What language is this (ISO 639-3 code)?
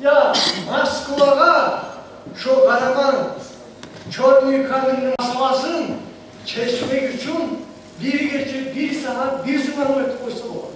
kum